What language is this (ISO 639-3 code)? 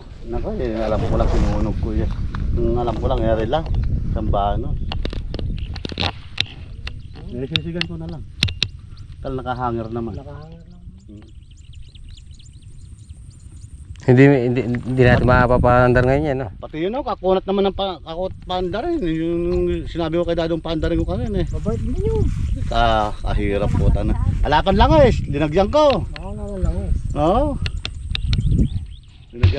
fil